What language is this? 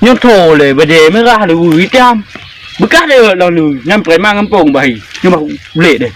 Achinese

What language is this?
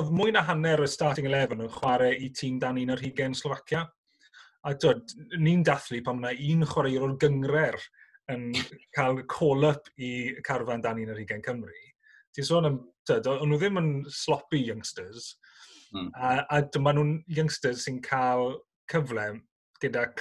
Welsh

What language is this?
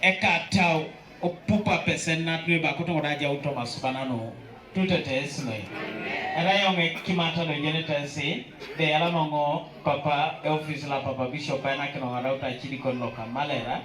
Teso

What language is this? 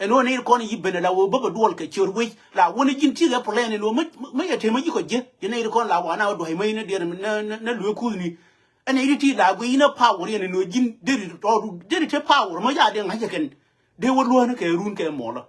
Nuer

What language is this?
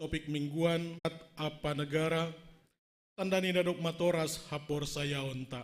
Batak Simalungun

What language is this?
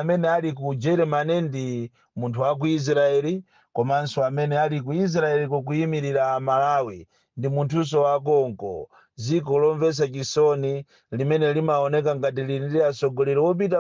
Nyanja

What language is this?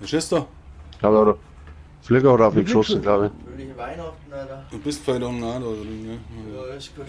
Bavarian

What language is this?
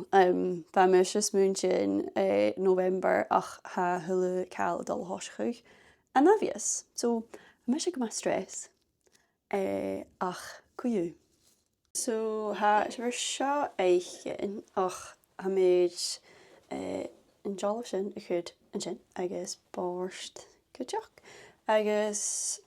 Scottish Gaelic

